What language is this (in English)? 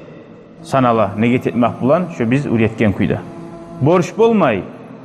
Kumyk